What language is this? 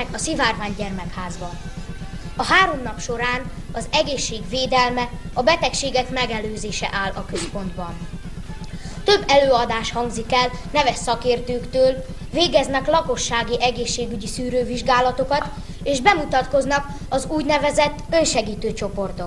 Hungarian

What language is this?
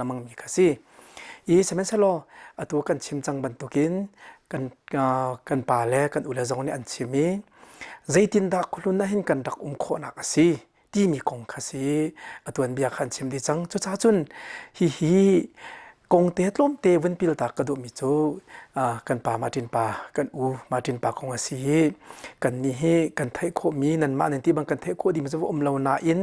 Hakha Chin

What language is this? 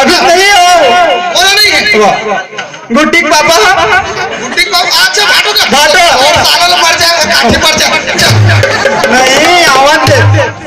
Chhattisgarhi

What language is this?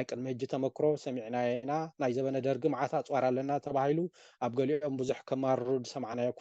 Tigrinya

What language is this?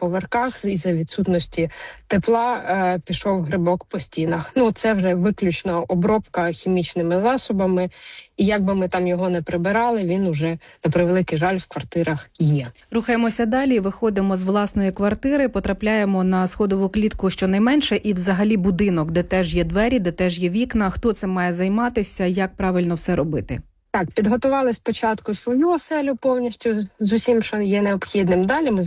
Ukrainian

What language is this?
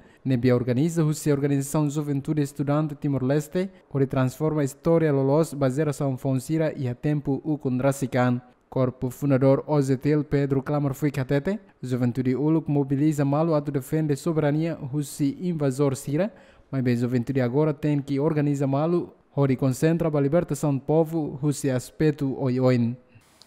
Tetum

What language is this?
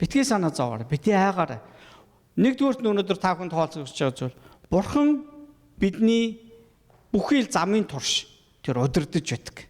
Mongolian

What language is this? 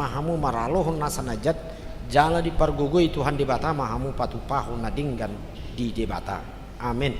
Batak Toba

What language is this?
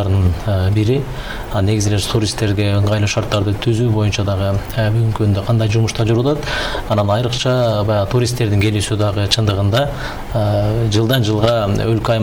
Kyrgyz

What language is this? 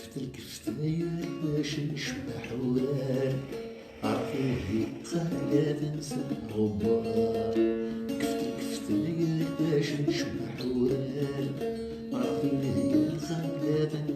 Kabyle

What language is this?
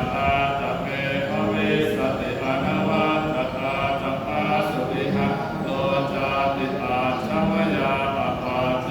Pali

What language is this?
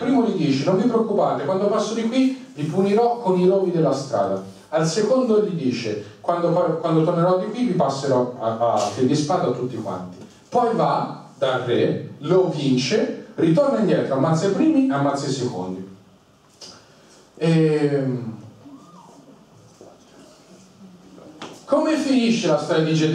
Italian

